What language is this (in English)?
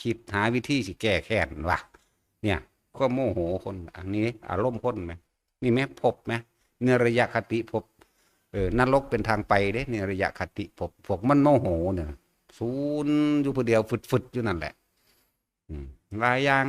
Northeastern Thai